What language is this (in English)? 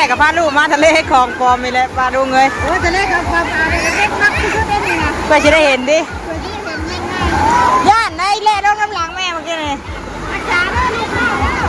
Northeastern Thai